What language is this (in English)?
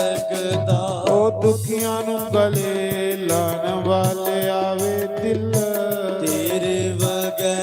Dogri